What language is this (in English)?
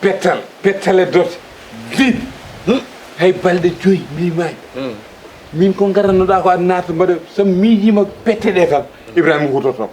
Fula